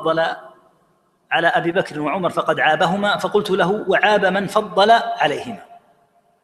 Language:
Arabic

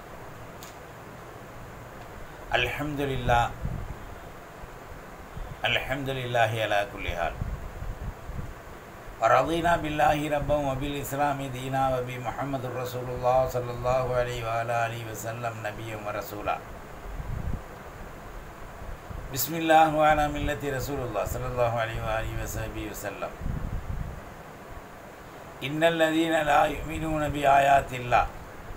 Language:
Tamil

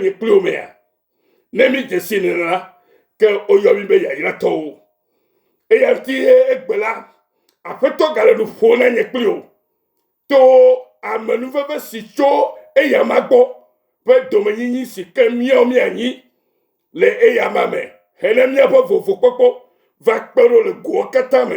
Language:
Ewe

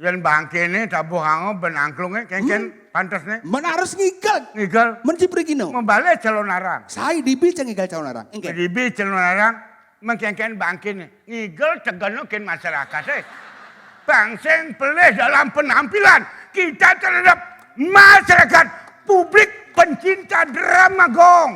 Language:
Balinese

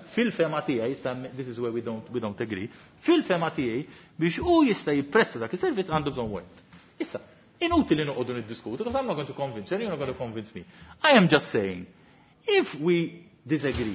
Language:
Maltese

